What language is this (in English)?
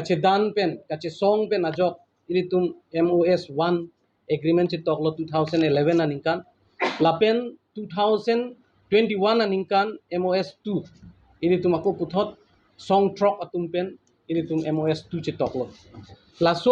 Karbi